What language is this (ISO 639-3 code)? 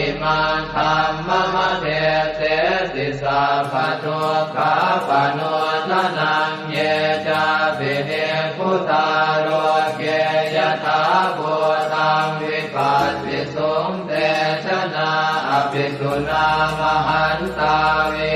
pli